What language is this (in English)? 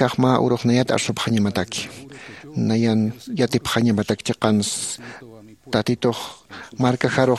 Aymara